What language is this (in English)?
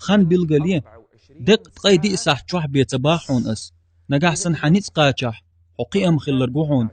Chechen